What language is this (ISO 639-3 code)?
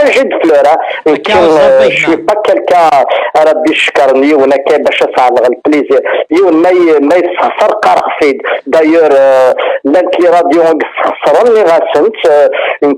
kab